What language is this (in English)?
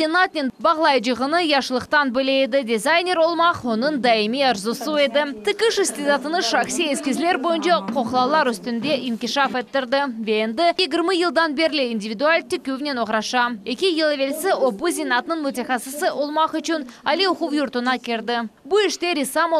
Crimean Tatar